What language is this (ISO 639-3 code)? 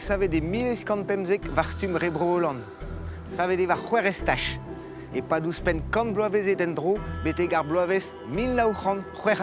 bre